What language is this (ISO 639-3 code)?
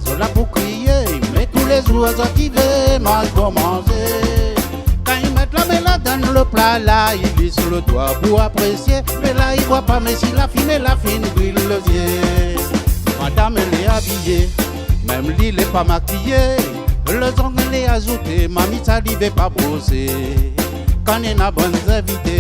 rcf